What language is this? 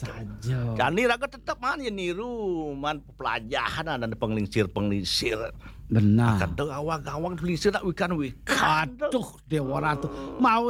Balinese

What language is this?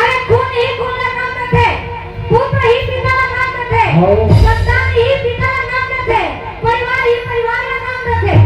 Chhattisgarhi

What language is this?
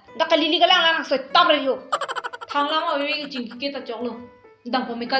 Karbi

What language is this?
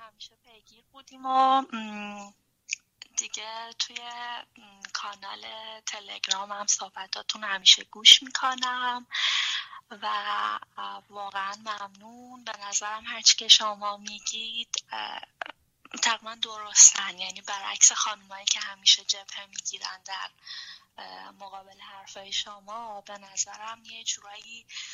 Persian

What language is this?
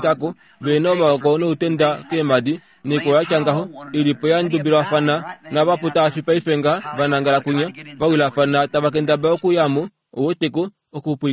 Kuanyama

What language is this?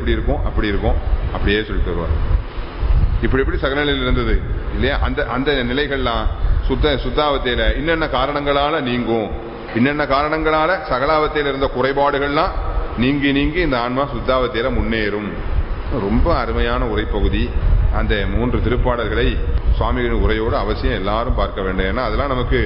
Tamil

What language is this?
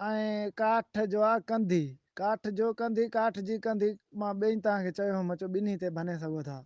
Sindhi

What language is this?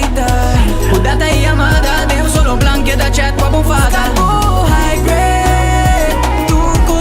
Papiamento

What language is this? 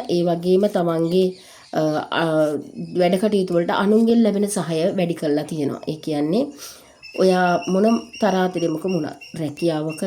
Sinhala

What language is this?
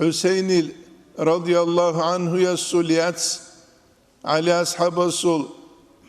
Avaric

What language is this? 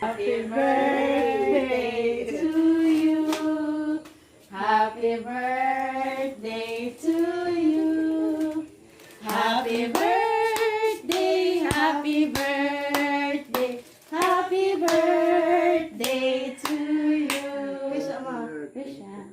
Cebuano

